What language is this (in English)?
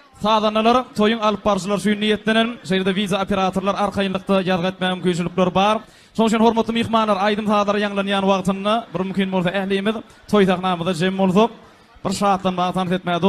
Turkmen